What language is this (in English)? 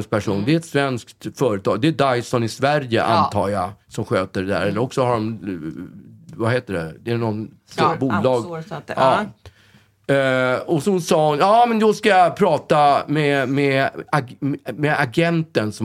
Swedish